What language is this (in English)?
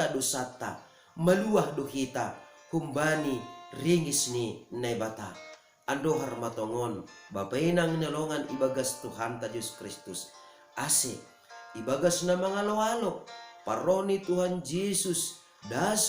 Batak Simalungun